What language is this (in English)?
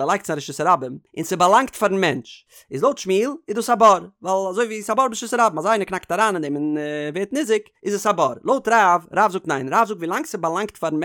Yiddish